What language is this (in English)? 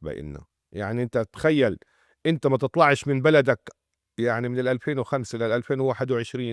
North Levantine Arabic